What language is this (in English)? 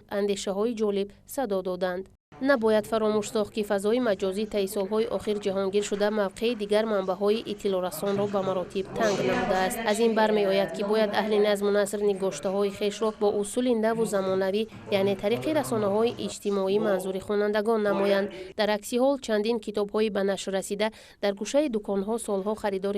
Tajik